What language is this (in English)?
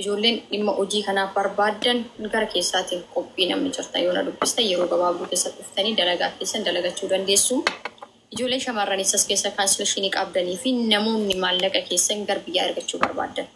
Oromo